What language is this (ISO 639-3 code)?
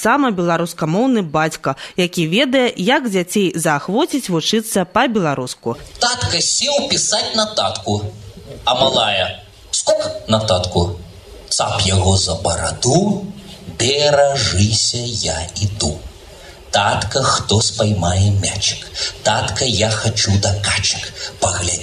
bel